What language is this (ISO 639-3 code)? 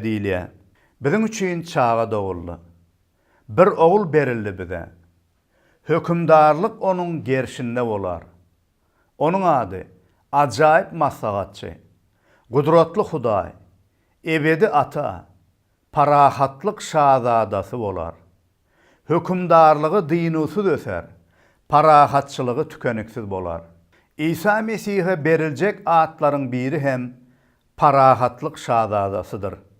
tuk